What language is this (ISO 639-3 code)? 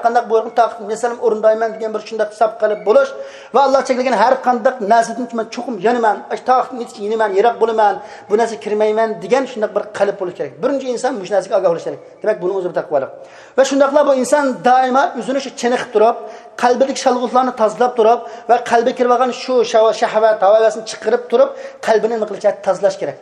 uig